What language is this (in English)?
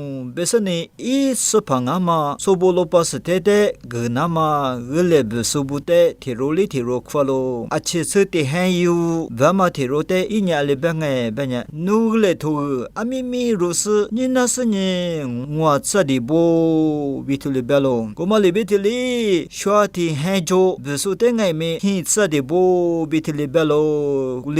Lisu